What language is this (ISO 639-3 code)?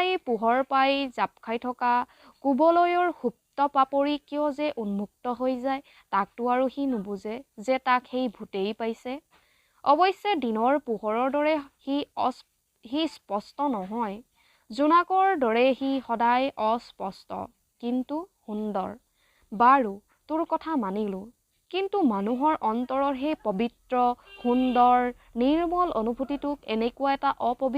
asm